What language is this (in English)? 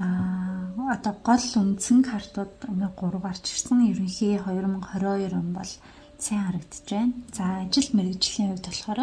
Mongolian